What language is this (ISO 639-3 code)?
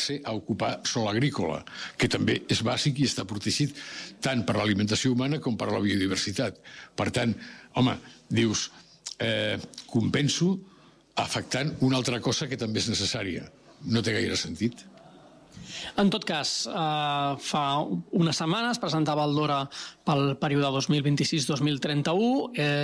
cat